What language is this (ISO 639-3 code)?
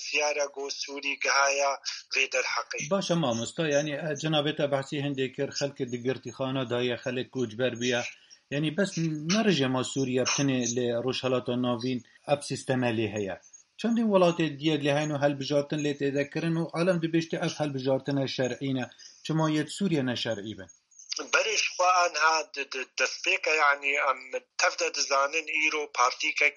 kur